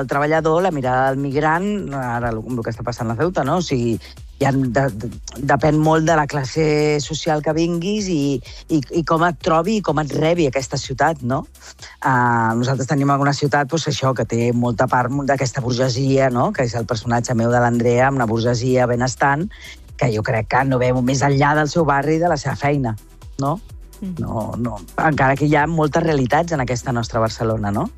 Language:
Catalan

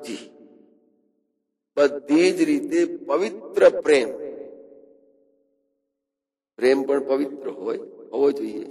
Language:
Gujarati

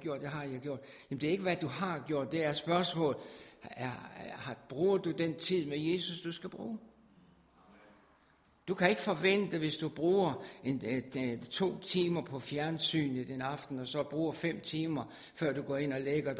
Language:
Danish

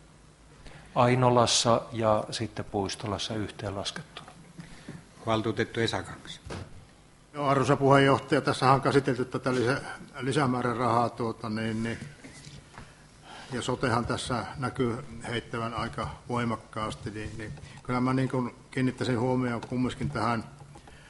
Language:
Finnish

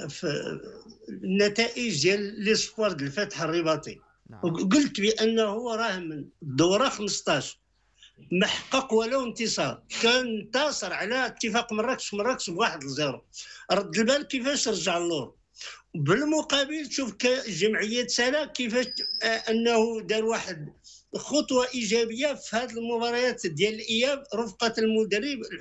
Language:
Moroccan Arabic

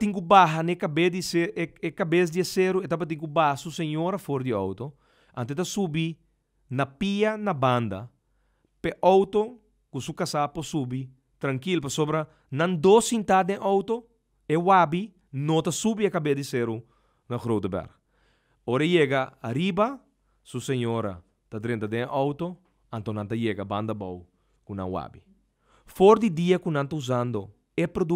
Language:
Papiamento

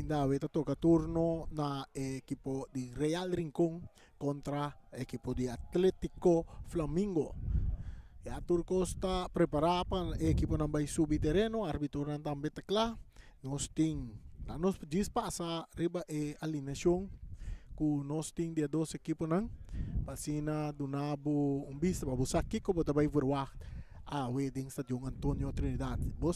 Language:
Papiamento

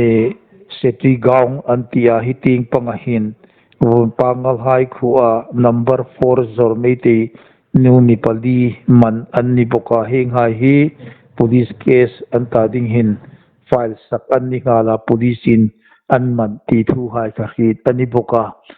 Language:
Hmar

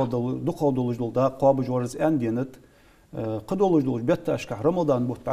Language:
Ingush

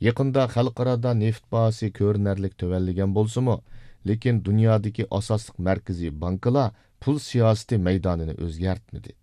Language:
Uyghur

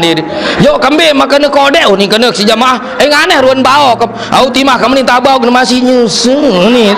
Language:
Sasak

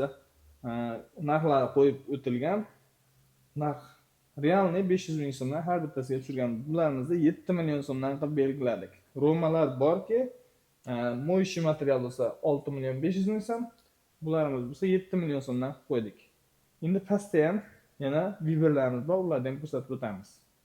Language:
Uzbek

